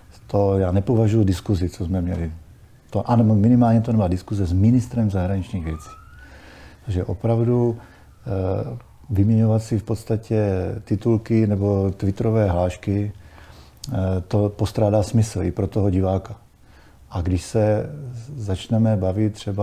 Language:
Czech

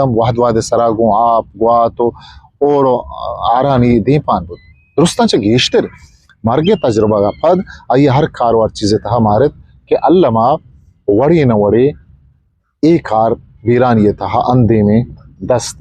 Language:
Eastern Balochi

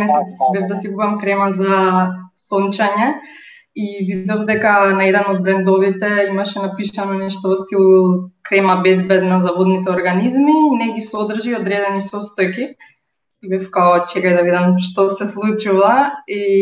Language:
Macedonian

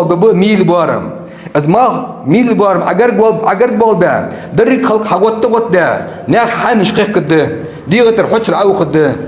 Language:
Ingush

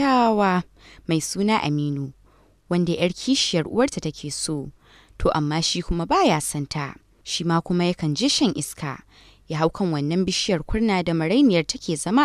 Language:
Hausa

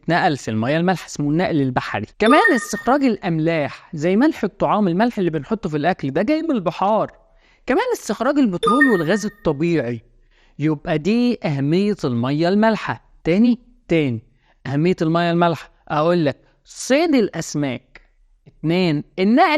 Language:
Egyptian Arabic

